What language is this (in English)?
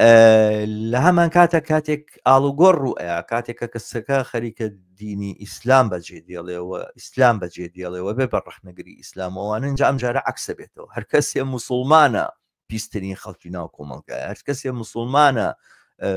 Central Kurdish